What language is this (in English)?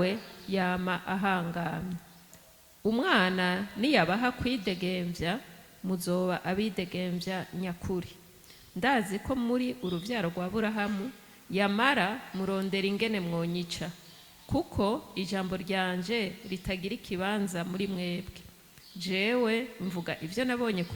Rundi